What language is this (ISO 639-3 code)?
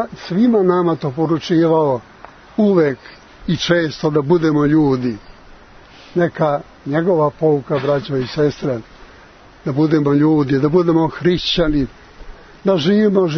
srp